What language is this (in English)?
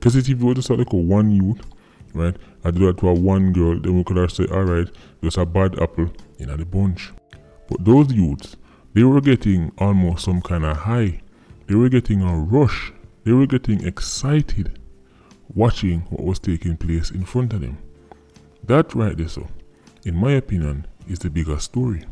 Jamaican Creole English